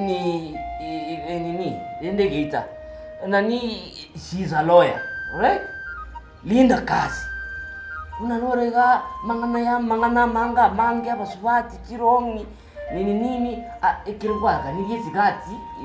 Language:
Gusii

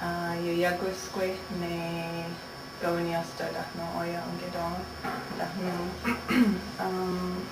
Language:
Mohawk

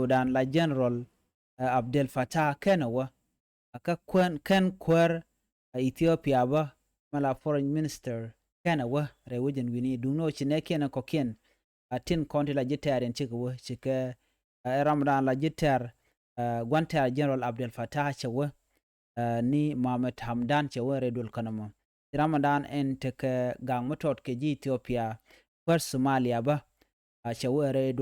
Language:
Nuer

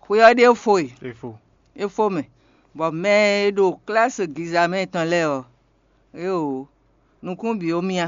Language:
Fon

